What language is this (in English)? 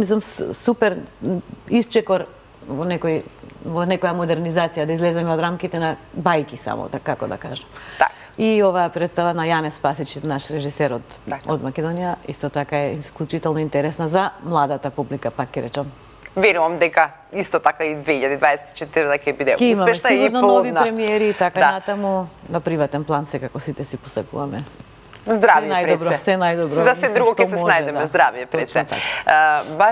Macedonian